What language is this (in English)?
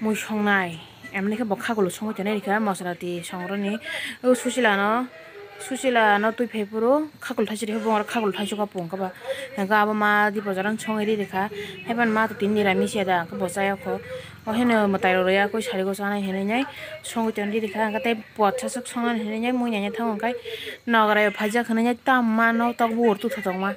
Kok Borok